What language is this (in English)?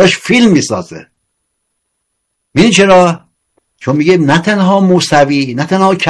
Persian